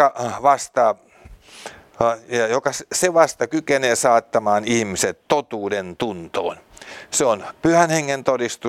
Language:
Finnish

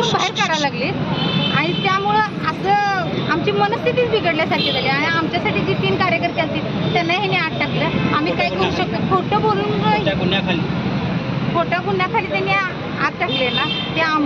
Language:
Marathi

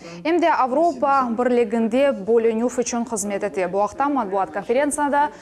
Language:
Crimean Tatar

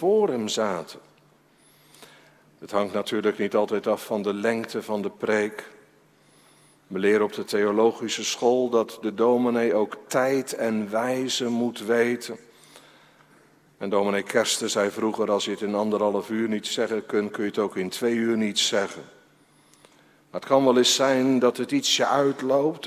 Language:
Dutch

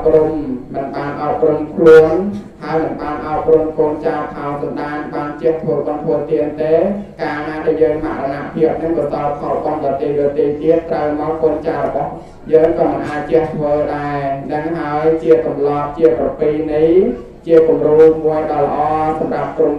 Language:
Khmer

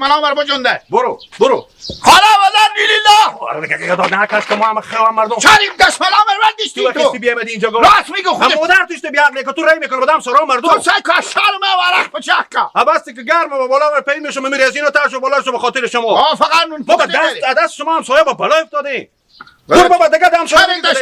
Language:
Hazaragi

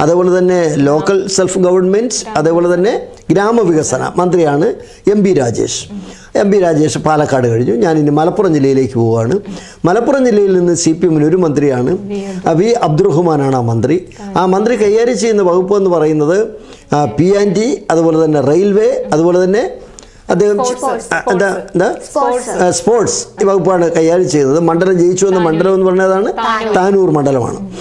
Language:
Malayalam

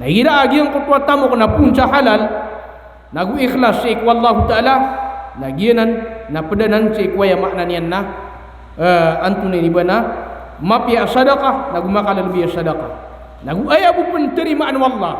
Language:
Maranao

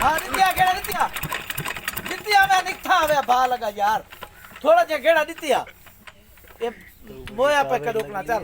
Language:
Saraiki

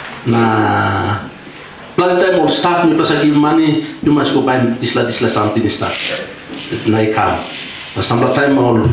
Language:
Tok Pisin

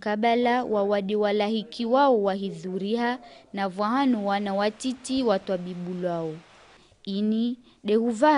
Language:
Ngazidja Comorian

